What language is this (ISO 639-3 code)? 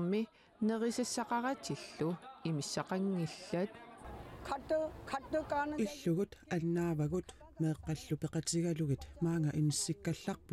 kal